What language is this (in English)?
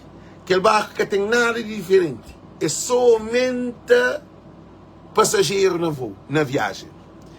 Kabuverdianu